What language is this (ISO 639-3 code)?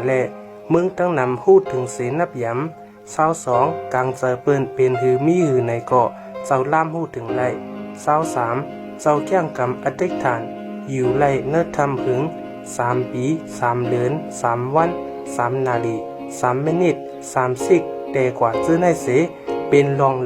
shn